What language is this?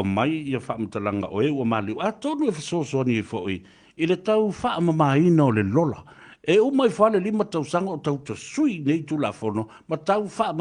Samoan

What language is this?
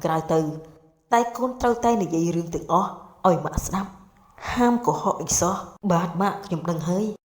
Khmer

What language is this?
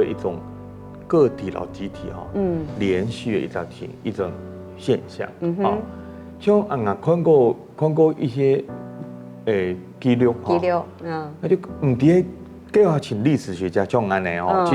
Hakka Chinese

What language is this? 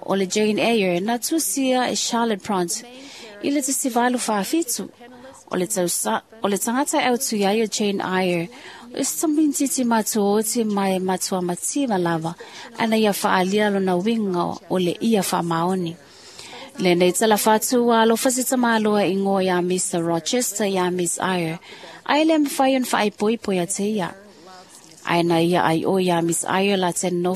Samoan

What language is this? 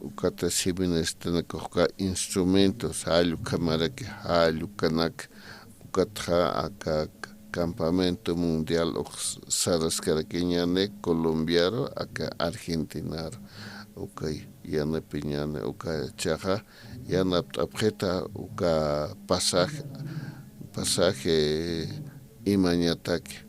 Aymara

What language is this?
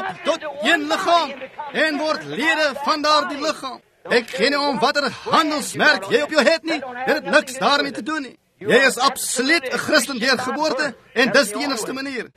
Afrikaans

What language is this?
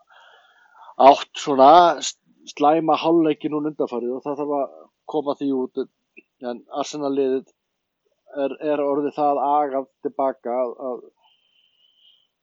Icelandic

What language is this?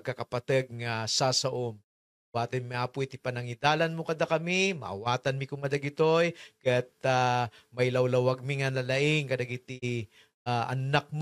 Iloko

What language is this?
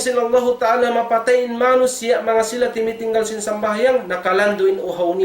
Tausug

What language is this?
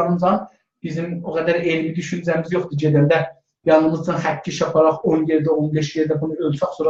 South Azerbaijani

